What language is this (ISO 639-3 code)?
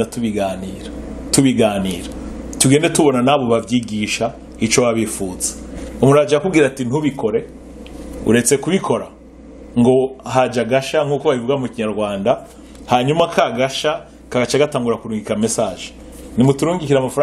run